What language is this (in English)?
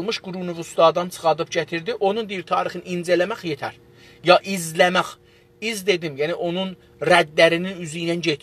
South Azerbaijani